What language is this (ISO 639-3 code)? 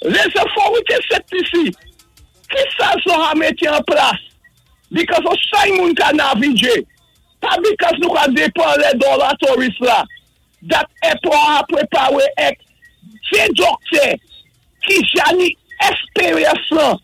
acf